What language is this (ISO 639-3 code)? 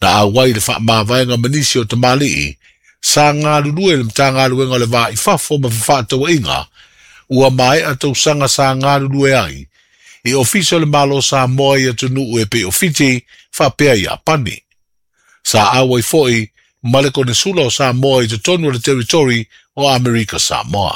smo